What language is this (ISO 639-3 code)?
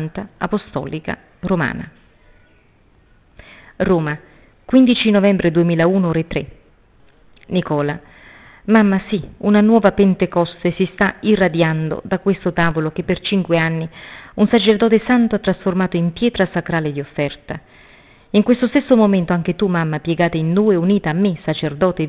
ita